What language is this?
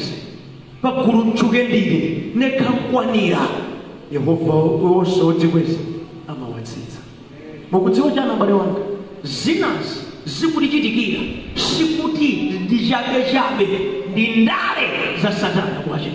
Nyanja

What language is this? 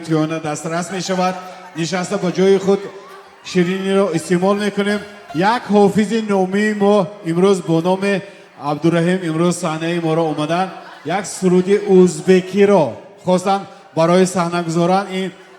Tajik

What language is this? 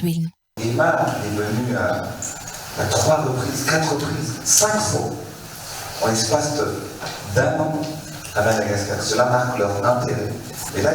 Malagasy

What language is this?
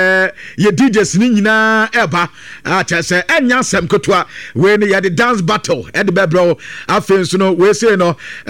Akan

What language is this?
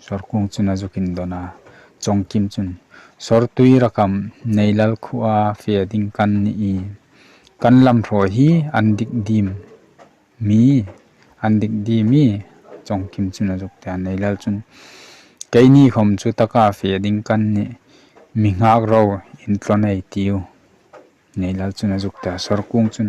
Hmar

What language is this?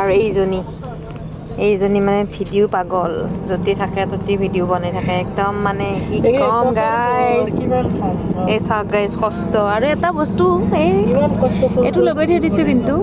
Assamese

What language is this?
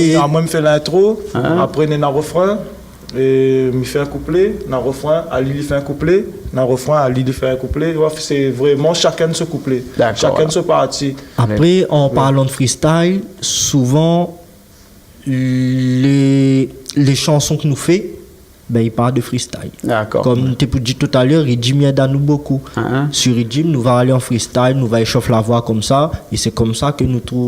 Réunion Creole French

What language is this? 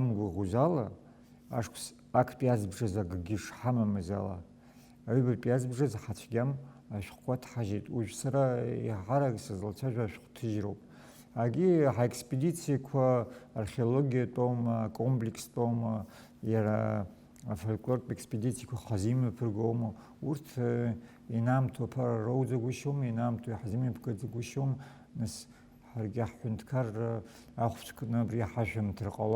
Abkhazian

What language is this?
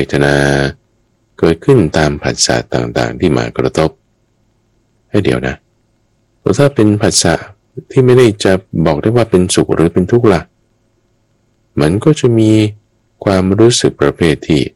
Thai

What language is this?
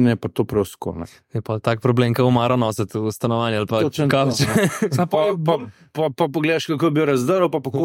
Slovenian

